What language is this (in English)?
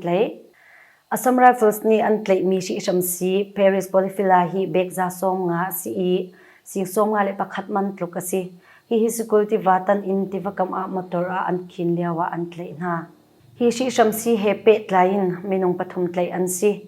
Hakha Chin